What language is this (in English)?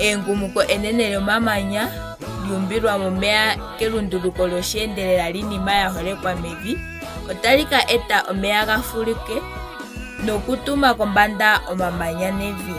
Ndonga